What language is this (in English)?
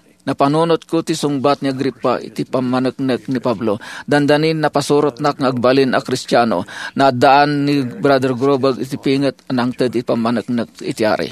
Iloko